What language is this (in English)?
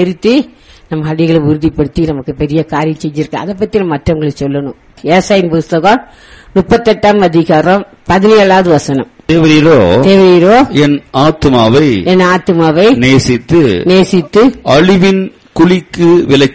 Tamil